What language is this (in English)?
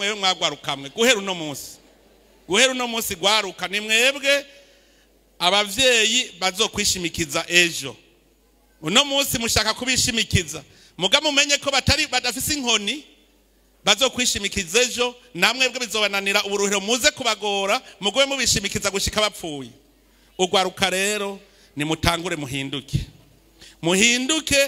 Rundi